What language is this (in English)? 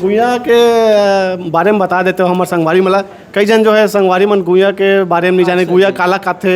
Chhattisgarhi